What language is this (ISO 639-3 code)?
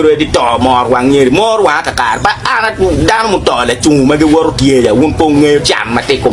ach